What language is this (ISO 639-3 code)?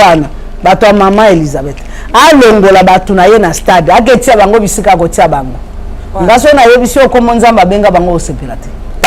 lin